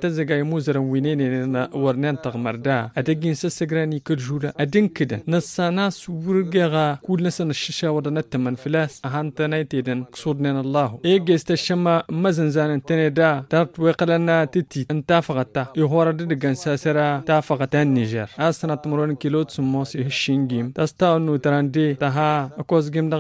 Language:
Tamasheq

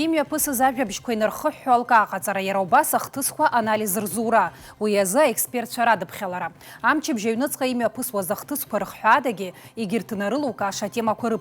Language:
Abkhazian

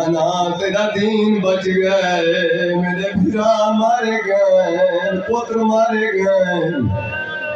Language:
Saraiki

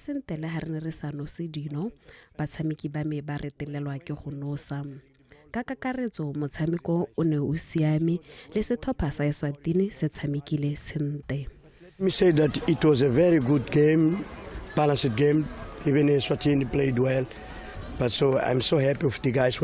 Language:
Tswana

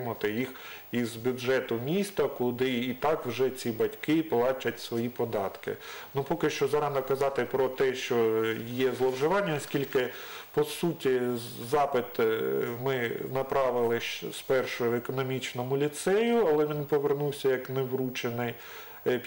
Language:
Ukrainian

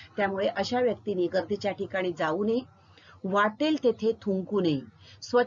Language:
Marathi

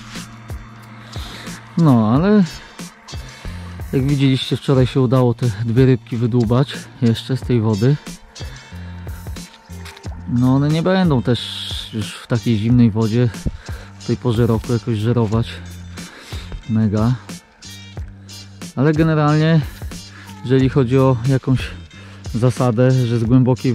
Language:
Polish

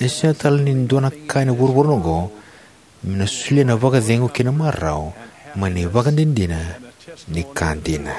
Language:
Fijian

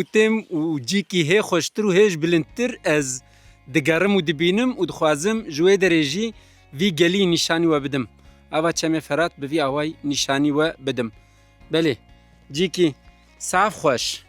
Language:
Kurdish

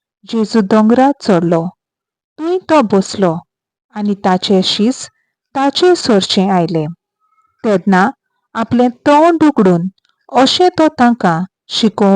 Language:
Konkani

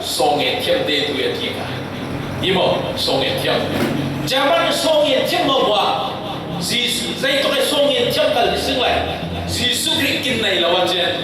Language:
Falam Chin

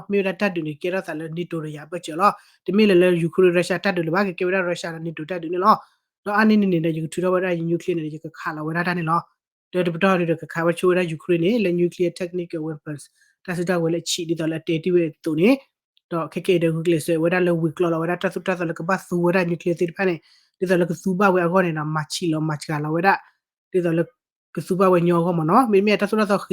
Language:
S'gaw Karen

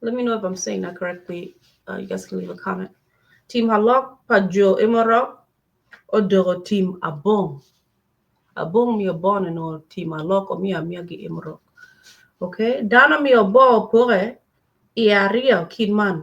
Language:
Acoli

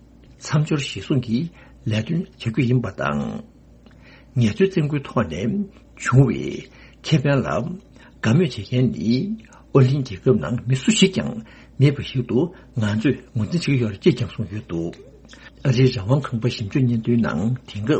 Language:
Tibetan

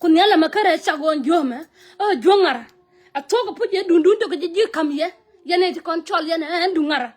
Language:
Nuer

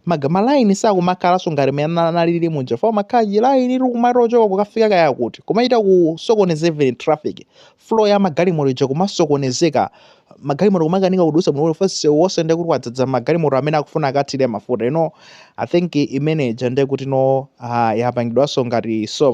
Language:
Nyanja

